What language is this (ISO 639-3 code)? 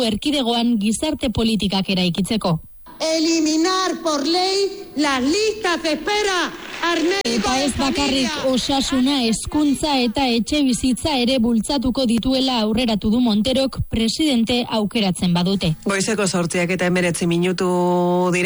eus